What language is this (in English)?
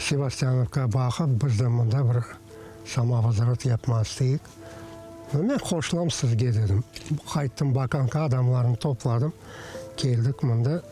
Crimean Tatar